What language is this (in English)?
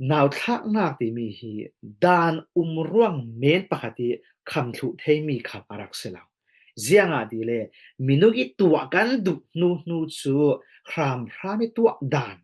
Falam Chin